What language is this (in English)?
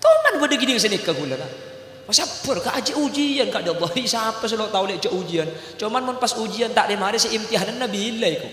Madurese